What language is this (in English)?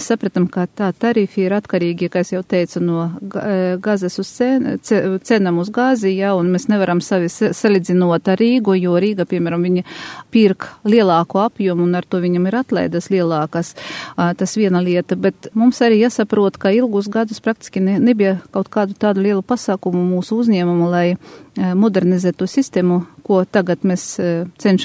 Latvian